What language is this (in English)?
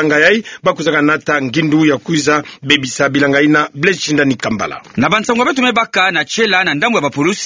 Kituba (Democratic Republic of Congo)